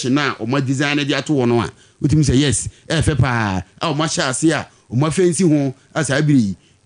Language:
Akan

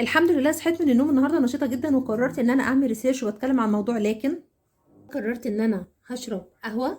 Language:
Egyptian Arabic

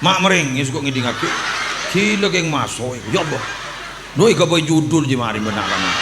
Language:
Madurese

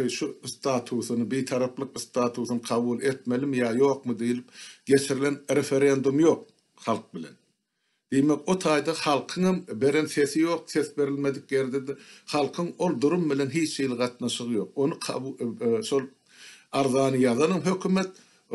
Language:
Turkmen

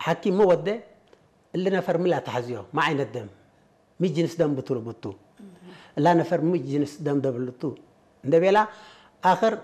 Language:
Tigre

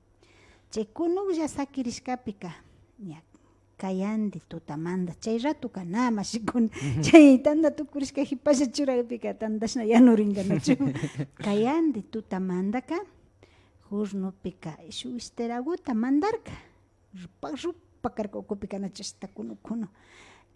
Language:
Imbabura Highland Quichua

